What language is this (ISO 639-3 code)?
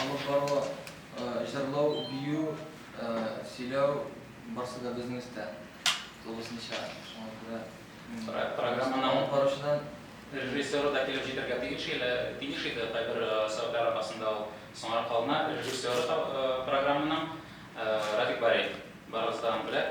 tat